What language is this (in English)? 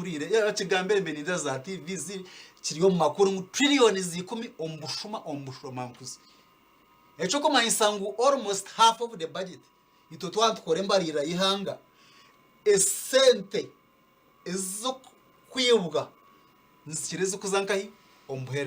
Nyankole